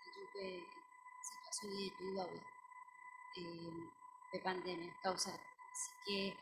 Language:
Guarani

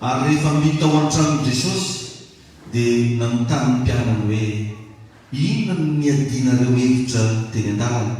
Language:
Malagasy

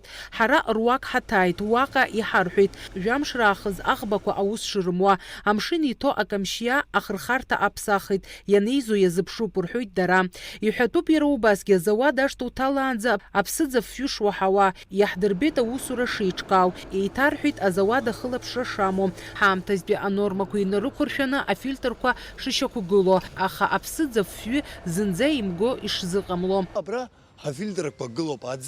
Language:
Abkhazian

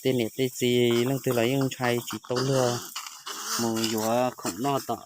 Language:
Hmong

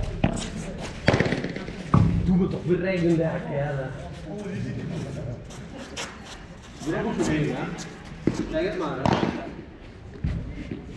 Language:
Dutch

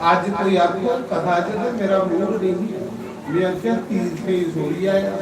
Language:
Dogri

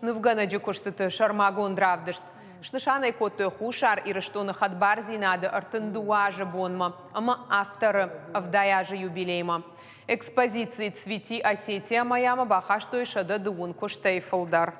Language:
Ossetic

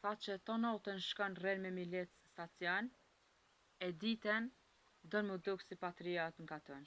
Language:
Albanian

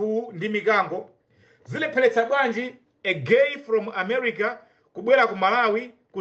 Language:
Nyanja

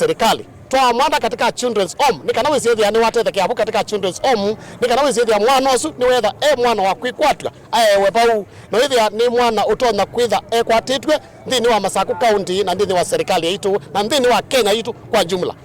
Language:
Kamba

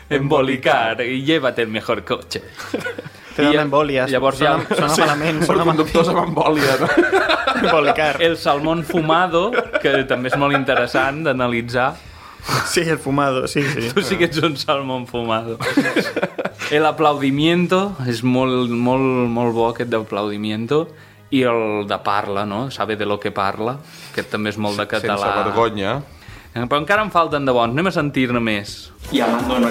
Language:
Catalan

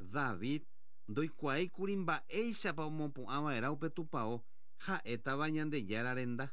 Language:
Guarani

